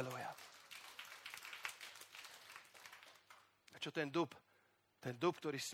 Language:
Slovak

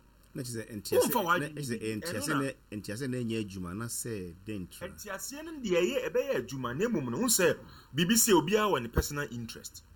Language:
Akan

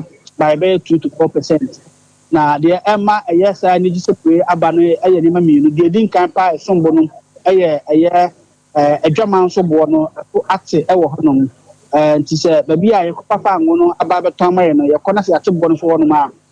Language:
Akan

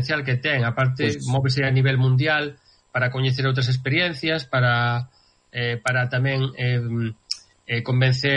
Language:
Galician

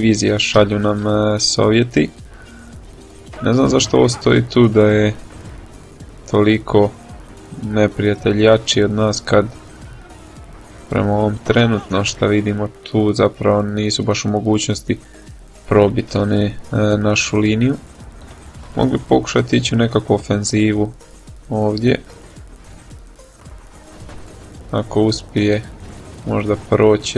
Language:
Croatian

